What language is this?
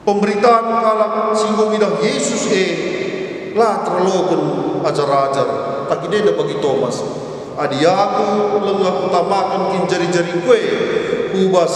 Batak Karo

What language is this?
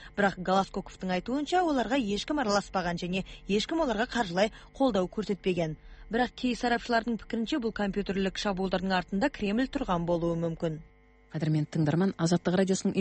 Kazakh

